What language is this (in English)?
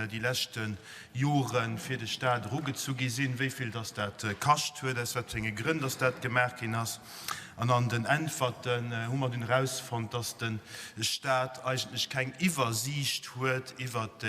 Luxembourgish